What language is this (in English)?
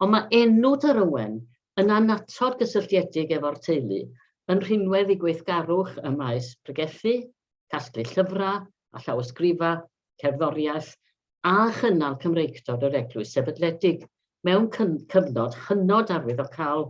Welsh